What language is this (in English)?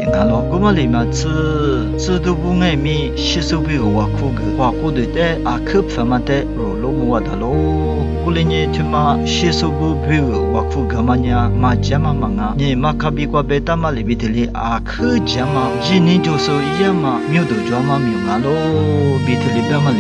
Lisu